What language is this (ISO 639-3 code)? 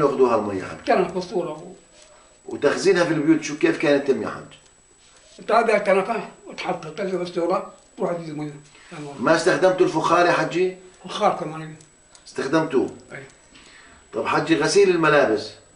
ajp